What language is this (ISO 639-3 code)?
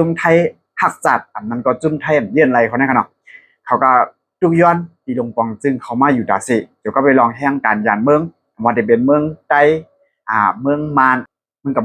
shn